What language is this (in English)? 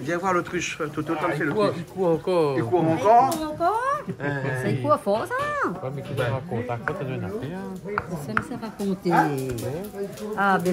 Réunion Creole French